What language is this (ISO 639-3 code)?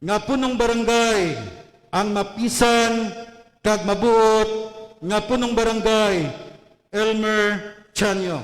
hil